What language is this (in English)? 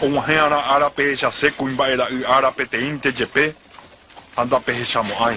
Guarani